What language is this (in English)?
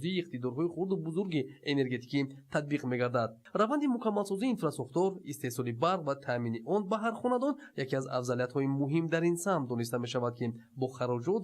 Tajik